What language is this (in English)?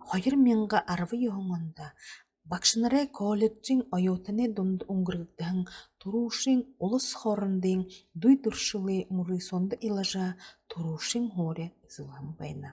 Buriat